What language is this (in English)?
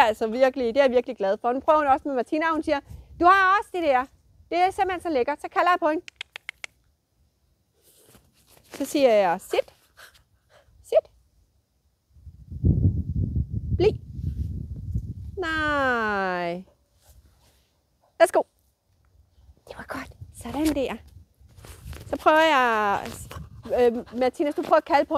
Danish